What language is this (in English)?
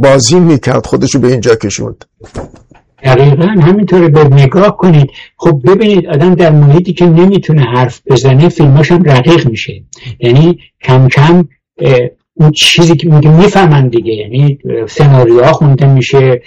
Persian